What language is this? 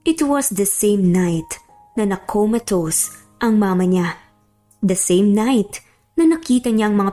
Filipino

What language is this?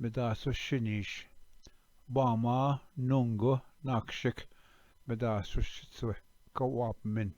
Ojibwa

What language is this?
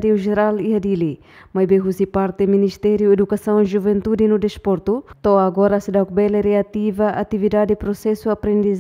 Tetum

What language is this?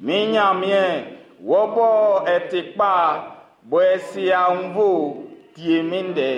Baoulé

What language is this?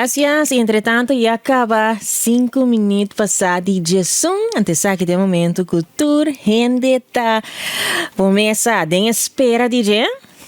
Papiamento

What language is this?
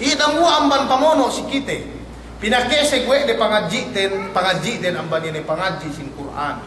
Yakan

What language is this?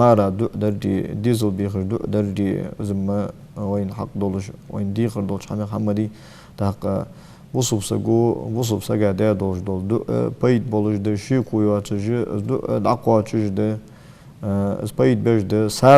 Ingush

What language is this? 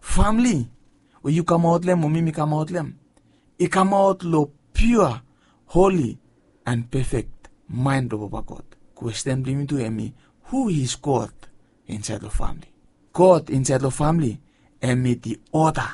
Bislama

